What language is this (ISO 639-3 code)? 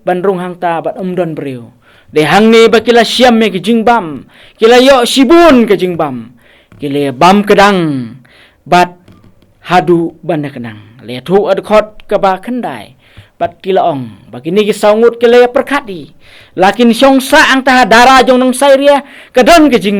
kha